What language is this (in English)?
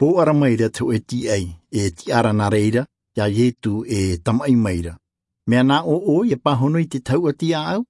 Tahitian